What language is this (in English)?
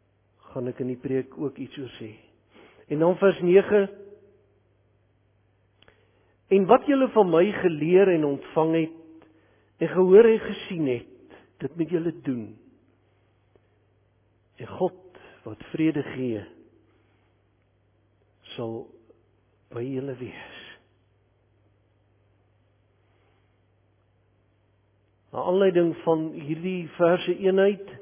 Afrikaans